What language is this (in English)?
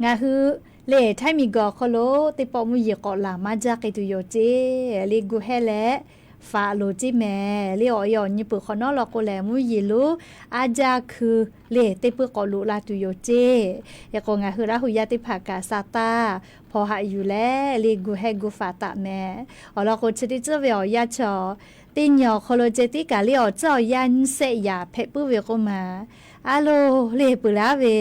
Lahu